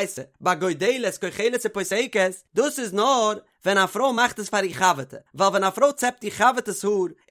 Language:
Yiddish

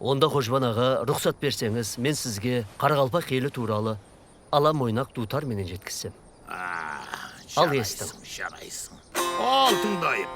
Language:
Kara-Kalpak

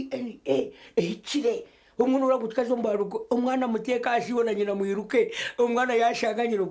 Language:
Nyankole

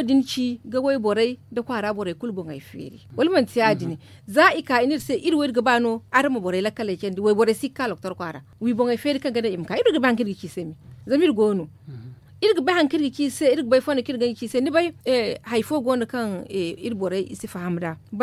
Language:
Zarma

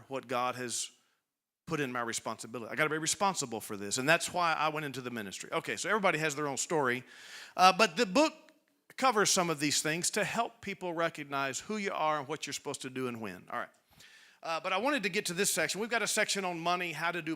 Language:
English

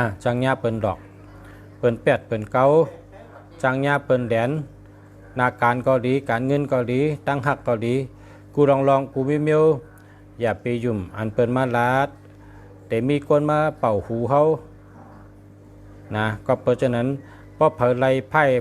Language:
Shan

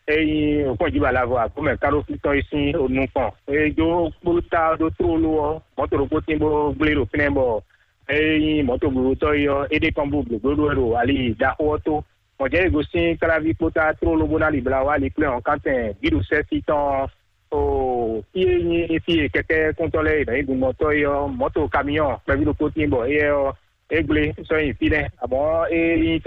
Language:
Fon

